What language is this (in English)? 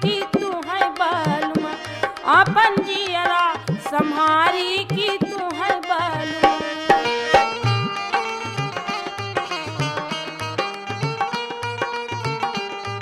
Bhojpuri